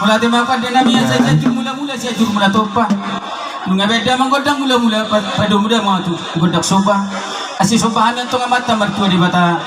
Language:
Batak Toba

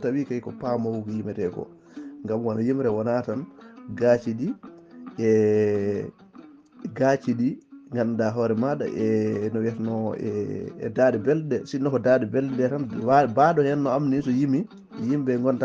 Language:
Fula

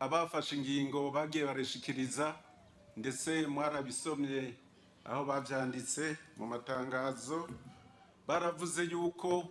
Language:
Rundi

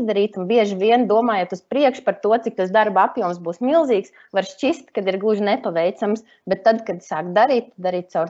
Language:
Latvian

